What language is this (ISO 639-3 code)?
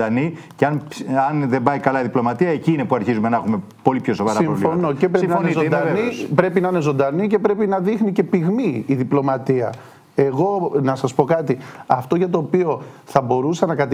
ell